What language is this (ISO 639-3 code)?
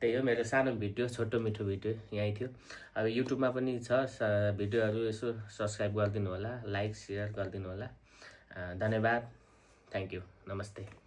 nep